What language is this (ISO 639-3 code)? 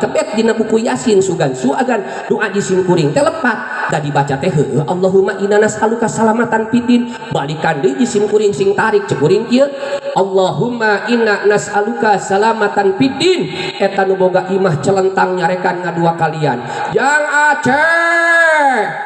sun